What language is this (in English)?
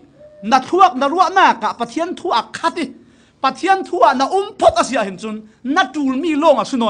Falam Chin